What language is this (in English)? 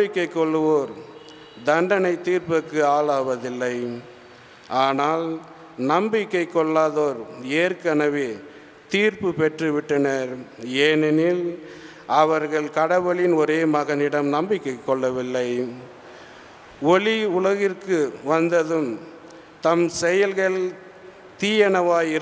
Tamil